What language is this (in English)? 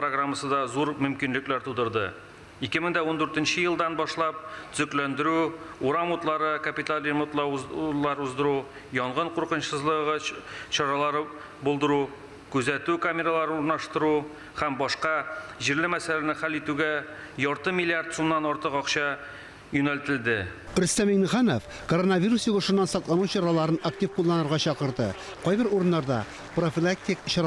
Tatar